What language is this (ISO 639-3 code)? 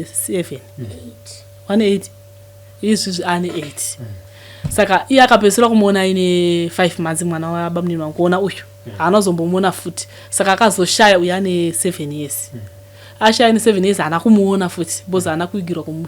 sna